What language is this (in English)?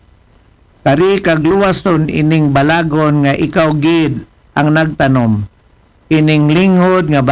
Aklanon